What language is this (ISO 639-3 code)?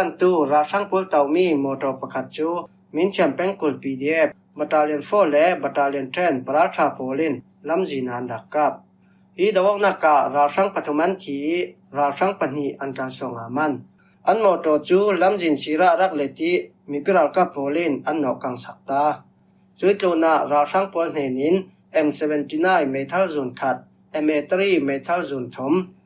cfm